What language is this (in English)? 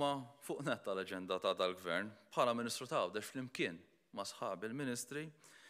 Maltese